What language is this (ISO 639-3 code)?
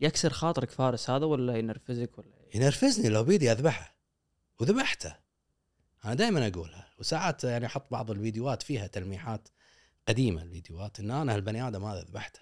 afb